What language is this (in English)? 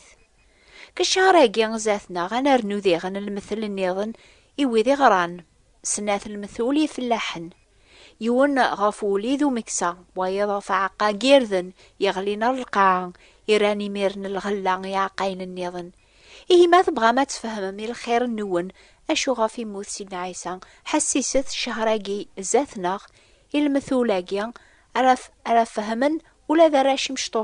Kabyle